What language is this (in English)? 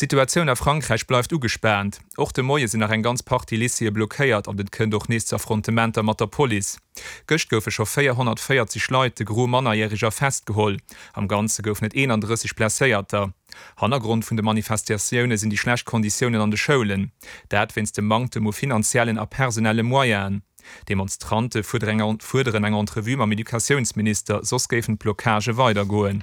Luxembourgish